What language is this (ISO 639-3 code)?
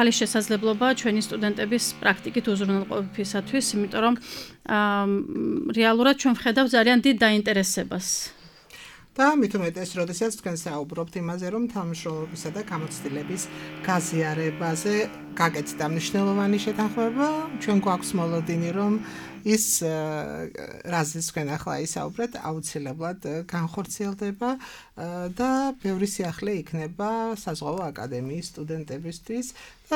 kat